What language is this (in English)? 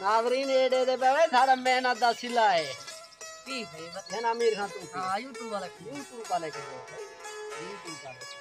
Saraiki